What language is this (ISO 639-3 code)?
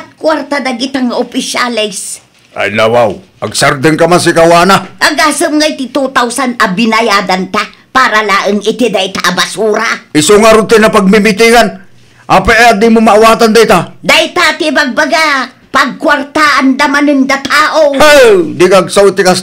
ilo